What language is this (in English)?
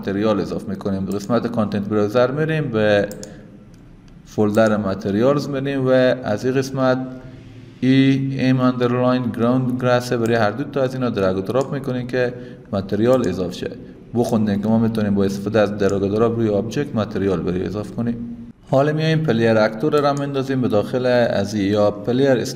Persian